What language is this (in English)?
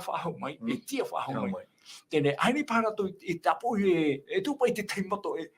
Tahitian